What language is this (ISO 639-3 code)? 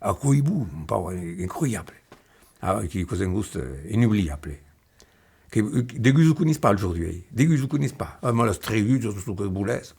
oci